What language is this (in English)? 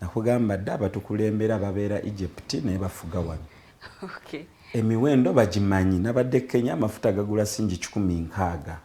Ganda